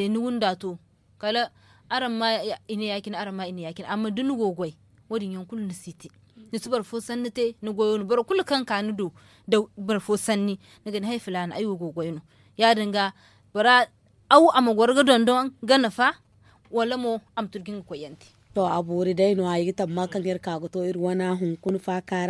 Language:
Zarma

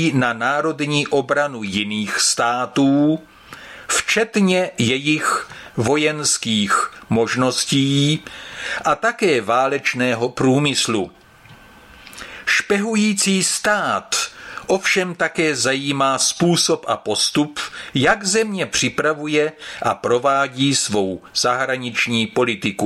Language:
Czech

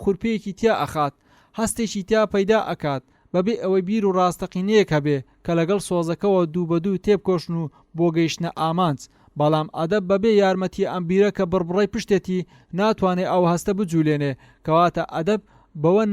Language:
Central Kurdish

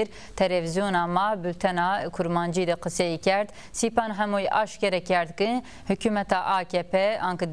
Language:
Zaza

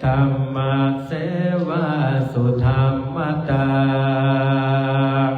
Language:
Pali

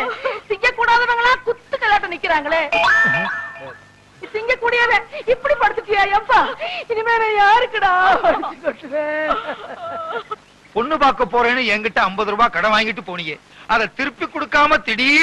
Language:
Tamil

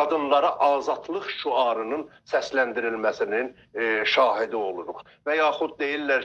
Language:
South Azerbaijani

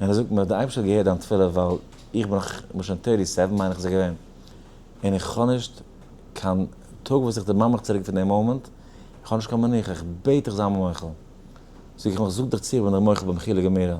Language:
Yiddish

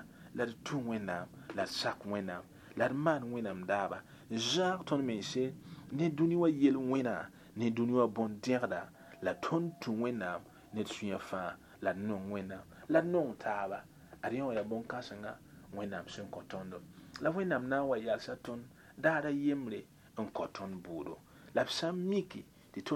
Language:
Mossi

